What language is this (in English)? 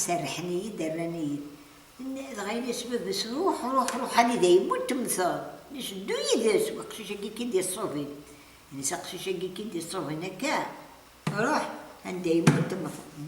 Kabyle